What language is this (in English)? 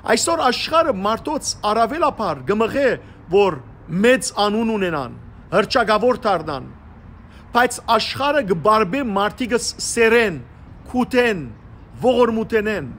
Western Armenian